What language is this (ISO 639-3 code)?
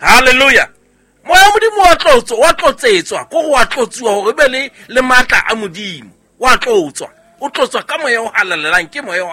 sot